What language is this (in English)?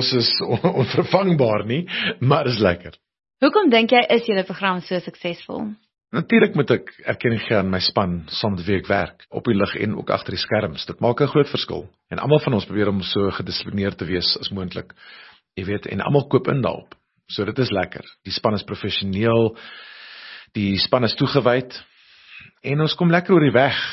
Afrikaans